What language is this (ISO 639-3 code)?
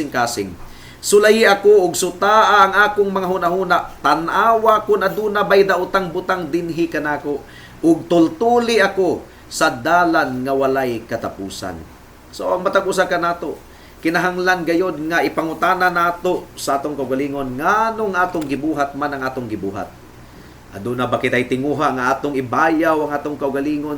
ceb